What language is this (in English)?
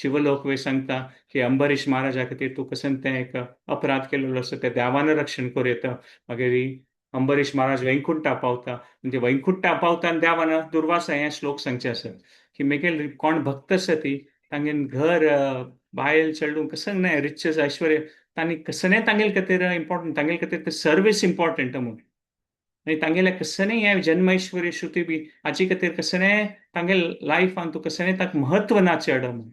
Konkani